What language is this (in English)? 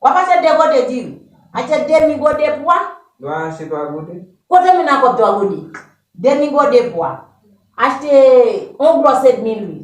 Haitian Creole